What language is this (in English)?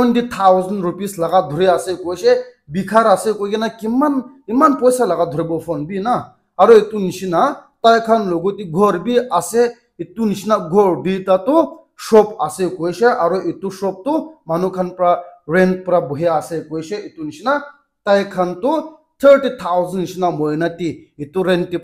Naga Pidgin